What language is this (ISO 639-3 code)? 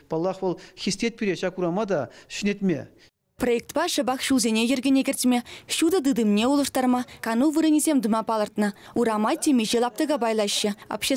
chv